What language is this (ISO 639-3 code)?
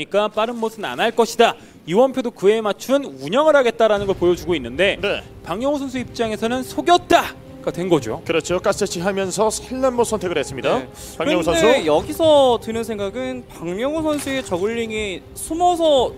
kor